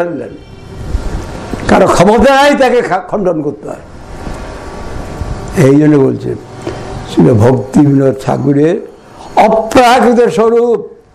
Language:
Bangla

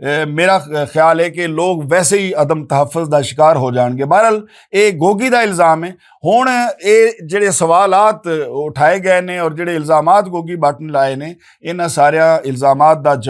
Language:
Western Panjabi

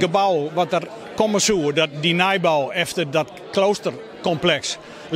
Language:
Western Frisian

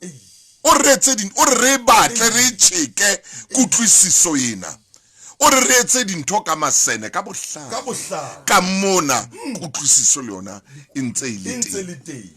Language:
Southern Sotho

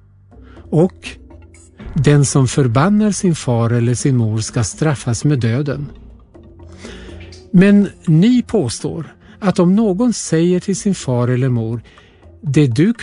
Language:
Swedish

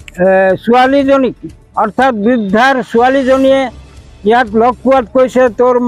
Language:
Assamese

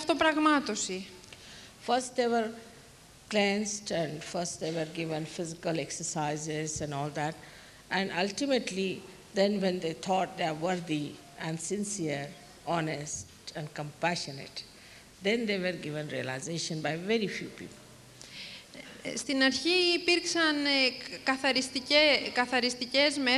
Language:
Greek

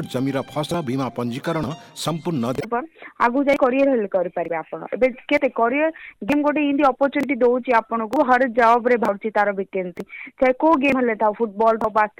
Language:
Odia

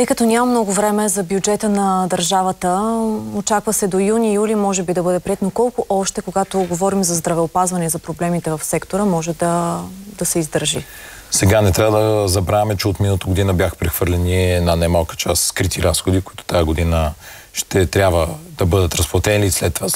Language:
Bulgarian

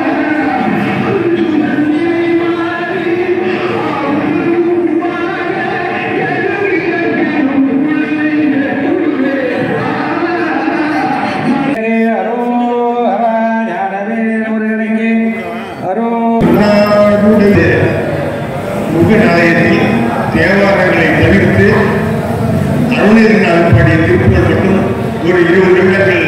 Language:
Tamil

